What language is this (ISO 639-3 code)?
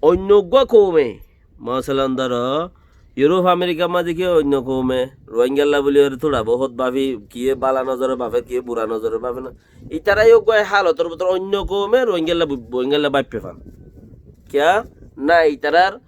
rhg